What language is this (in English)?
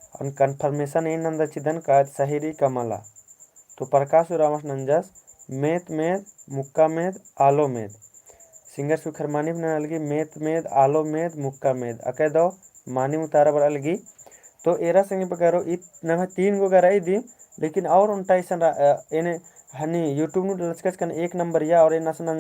Kurukh